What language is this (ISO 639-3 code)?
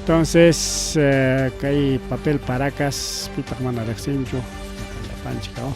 quy